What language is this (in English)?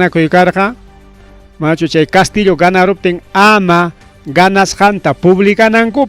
Ayacucho Quechua